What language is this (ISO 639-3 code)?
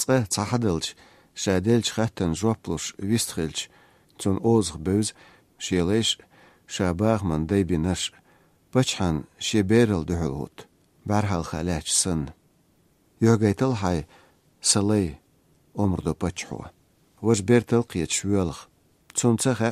che